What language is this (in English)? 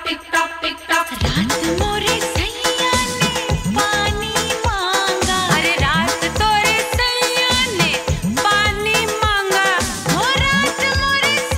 Bhojpuri